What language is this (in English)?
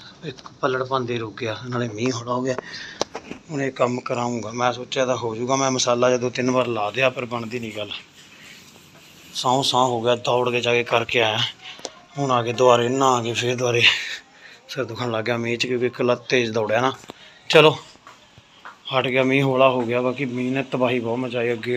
Punjabi